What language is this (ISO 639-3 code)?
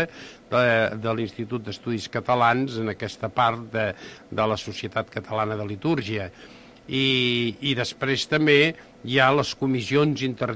cat